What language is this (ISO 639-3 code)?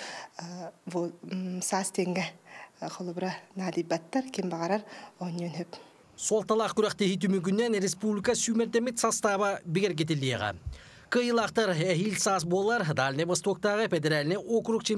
sah